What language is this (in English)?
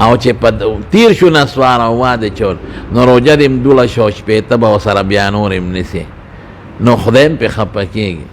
Pashto